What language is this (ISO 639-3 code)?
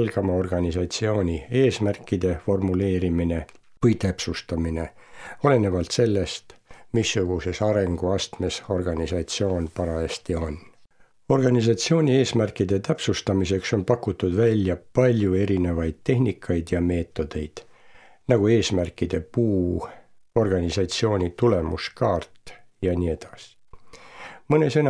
est